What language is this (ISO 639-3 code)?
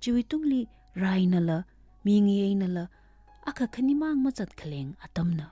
nmf